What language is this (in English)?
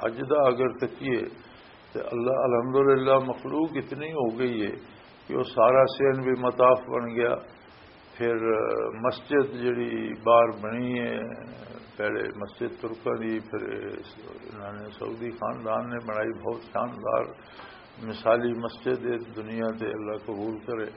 Western Panjabi